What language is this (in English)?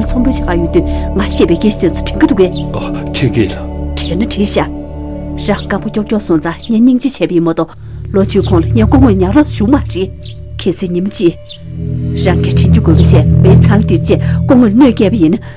Tibetan